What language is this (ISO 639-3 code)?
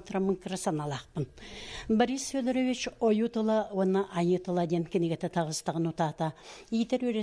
sah